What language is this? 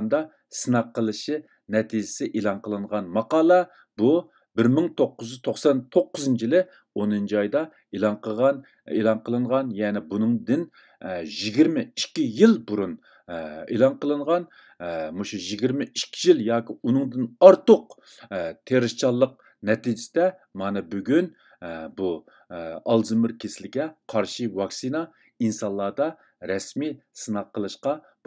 Uyghur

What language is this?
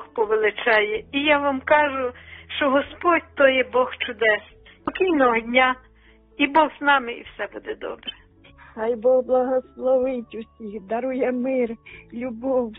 Ukrainian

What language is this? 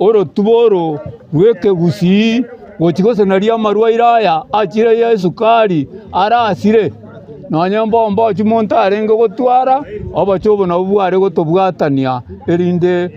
Gusii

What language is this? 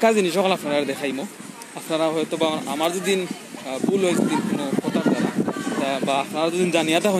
Sylheti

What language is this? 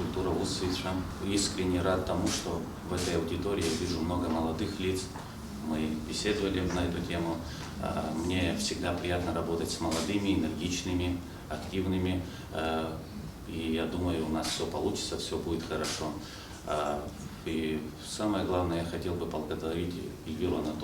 Abkhazian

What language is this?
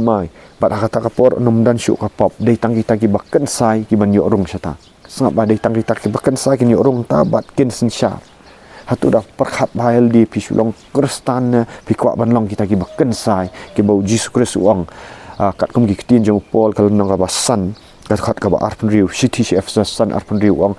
Khasi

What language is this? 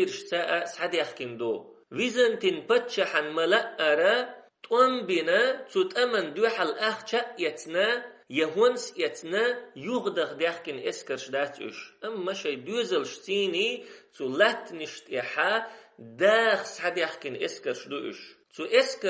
Chechen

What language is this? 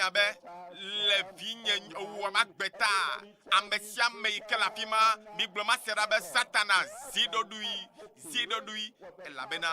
Ewe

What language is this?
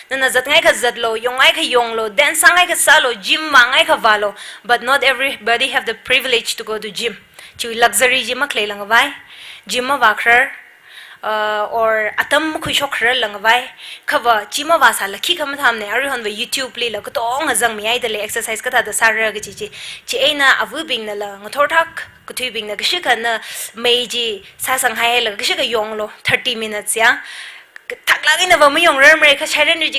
Tangkhul Naga (India)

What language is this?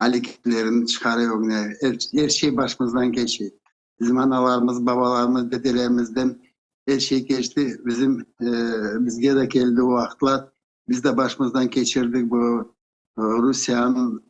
Crimean Tatar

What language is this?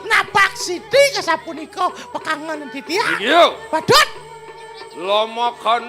Balinese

